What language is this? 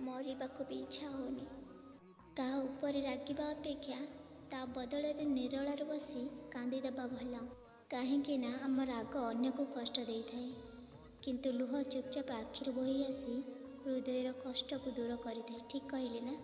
Odia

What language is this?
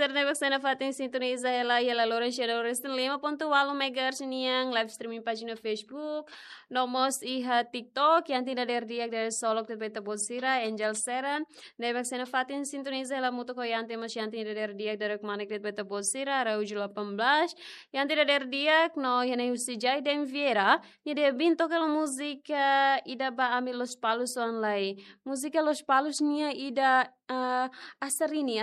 Tetum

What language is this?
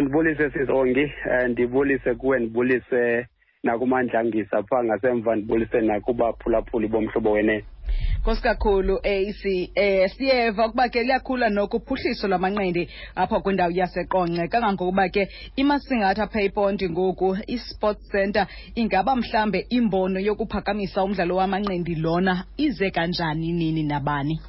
Xhosa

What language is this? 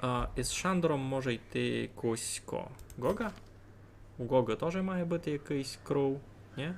Rusyn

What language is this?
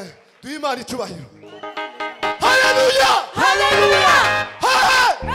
Kinyarwanda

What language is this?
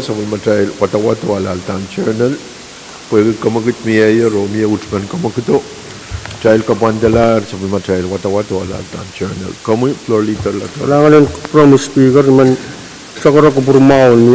Pohnpeian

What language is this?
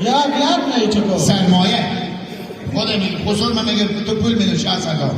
Hazaragi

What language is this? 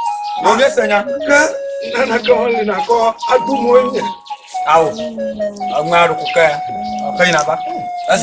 Ewe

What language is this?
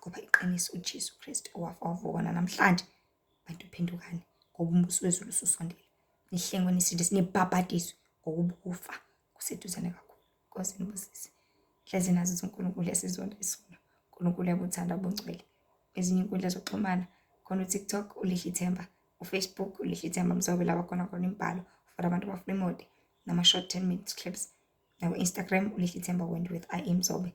Zulu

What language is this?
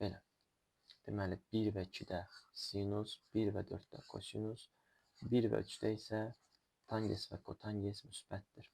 Azerbaijani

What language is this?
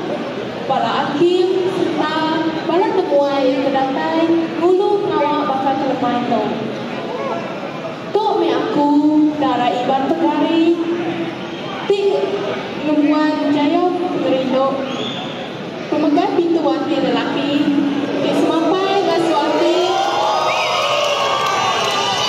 Iban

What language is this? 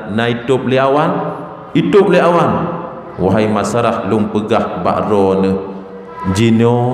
Achinese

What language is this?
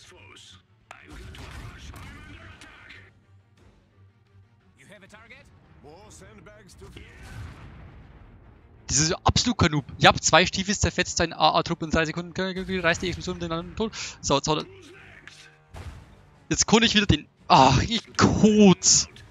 German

